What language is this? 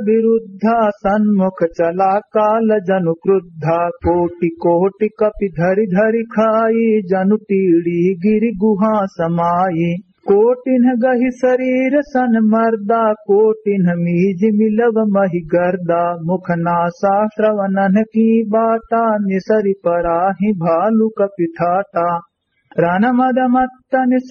Awadhi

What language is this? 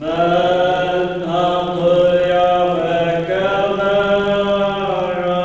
Faroese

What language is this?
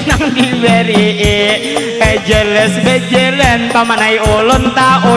Banjar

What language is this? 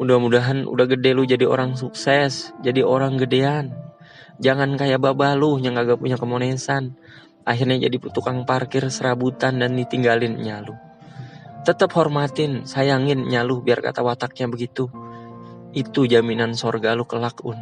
Betawi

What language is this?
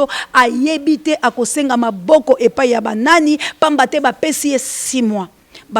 Lingala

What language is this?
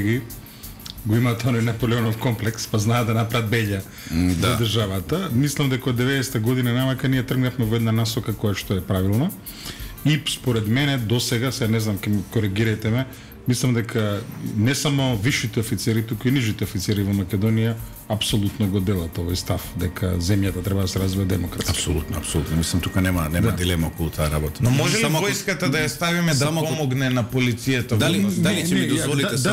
Macedonian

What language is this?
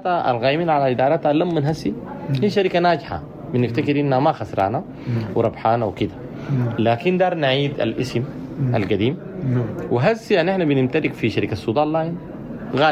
Sudanese Arabic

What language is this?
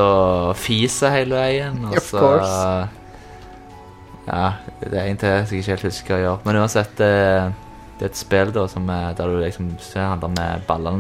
Norwegian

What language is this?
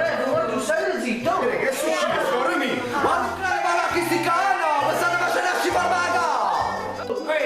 Neapolitan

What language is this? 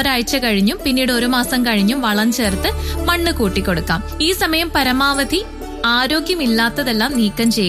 Malayalam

